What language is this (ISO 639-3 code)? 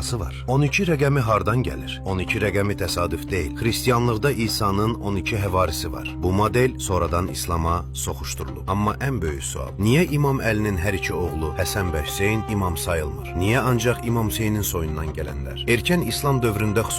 aze